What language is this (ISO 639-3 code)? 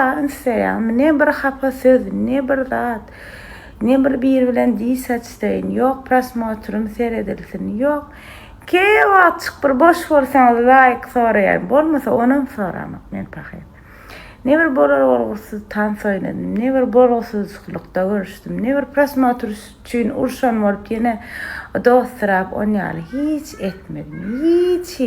tuk